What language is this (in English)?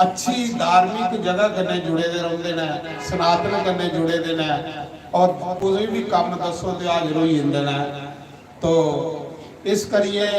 Dogri